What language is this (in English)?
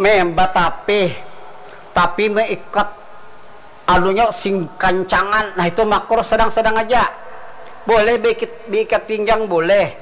Banjar